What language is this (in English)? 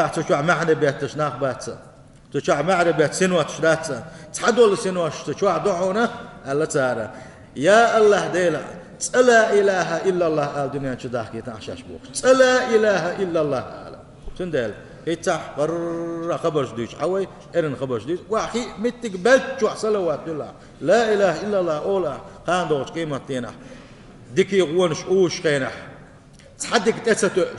Chechen